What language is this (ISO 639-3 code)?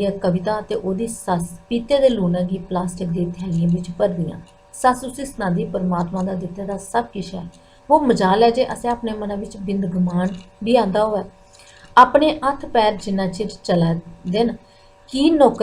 doi